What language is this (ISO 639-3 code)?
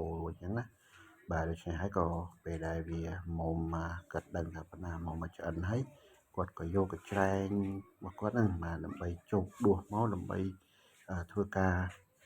khm